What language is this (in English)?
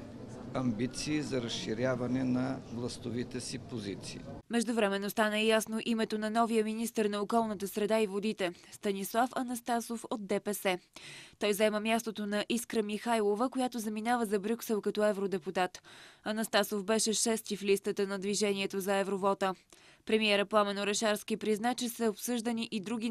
Bulgarian